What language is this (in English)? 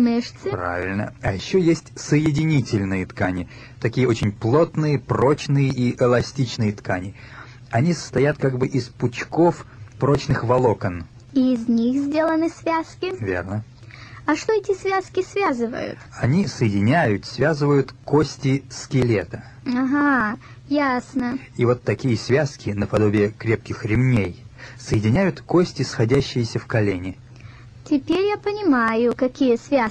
Russian